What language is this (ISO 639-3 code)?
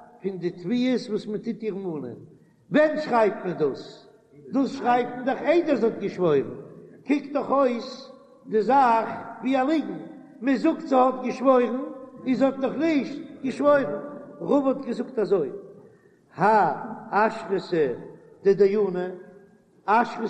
yid